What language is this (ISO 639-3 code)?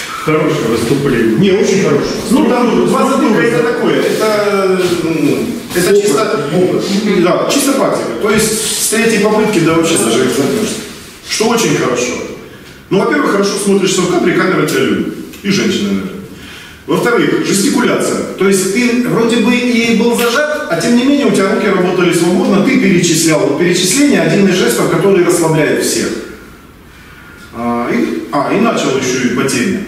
rus